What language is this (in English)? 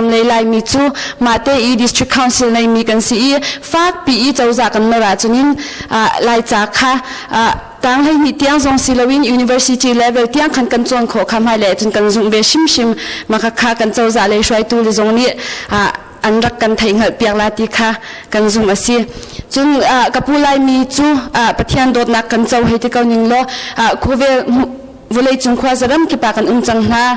Hakha Chin